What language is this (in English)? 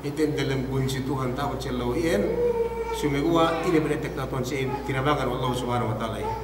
Yakan